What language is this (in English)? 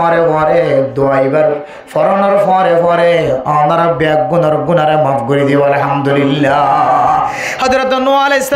Rohingya